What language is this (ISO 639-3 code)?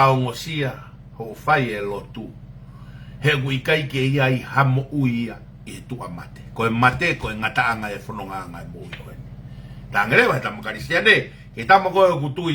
ton